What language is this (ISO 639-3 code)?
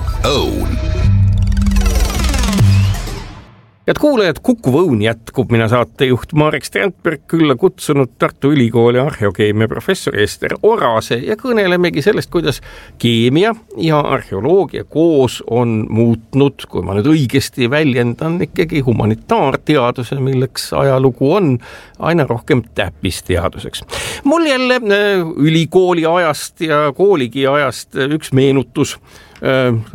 est